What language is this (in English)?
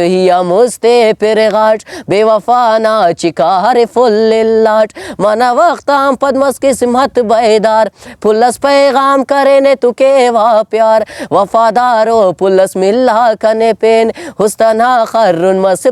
Brahui